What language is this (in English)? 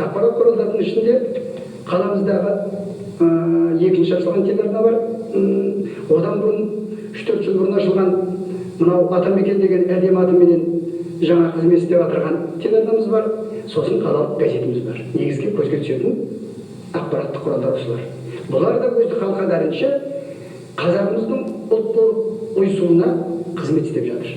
Kazakh